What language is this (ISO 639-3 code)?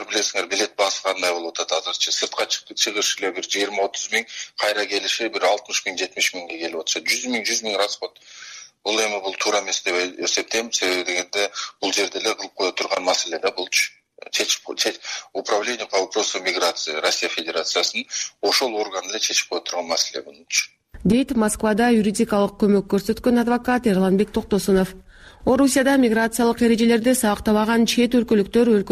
kir